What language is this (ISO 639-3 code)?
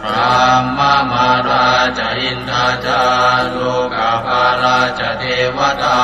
pli